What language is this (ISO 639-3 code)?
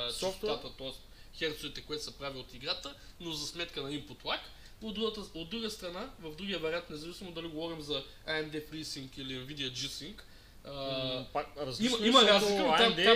bul